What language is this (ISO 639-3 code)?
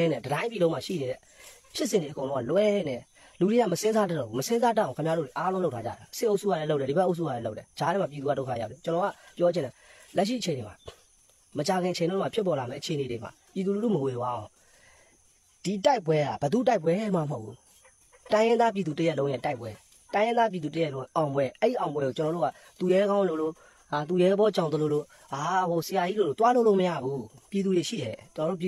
mya